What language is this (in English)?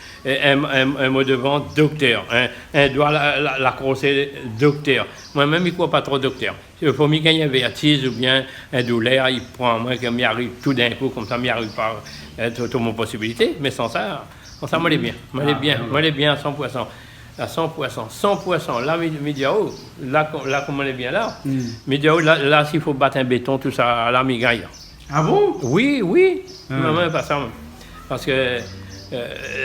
Réunion Creole French